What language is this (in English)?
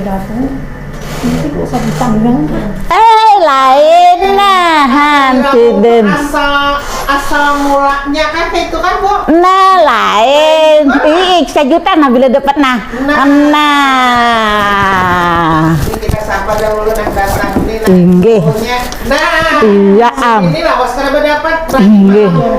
Banjar